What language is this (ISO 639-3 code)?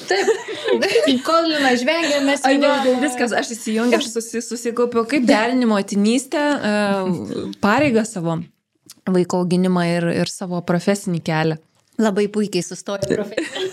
lit